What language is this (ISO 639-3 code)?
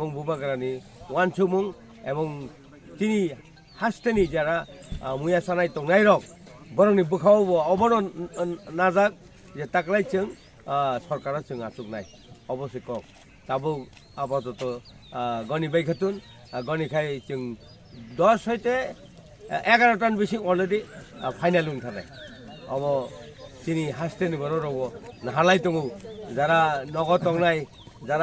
trp